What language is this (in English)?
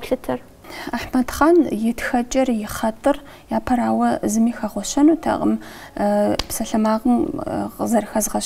Kabardian